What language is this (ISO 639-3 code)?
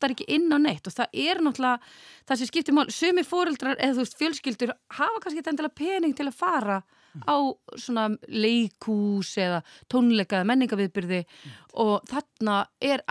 isl